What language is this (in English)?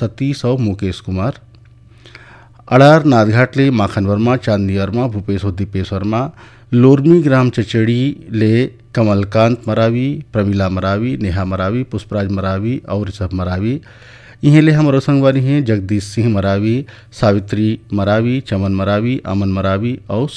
Chhattisgarhi